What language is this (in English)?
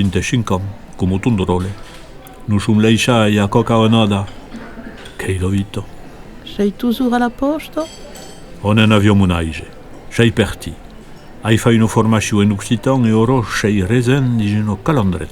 Occitan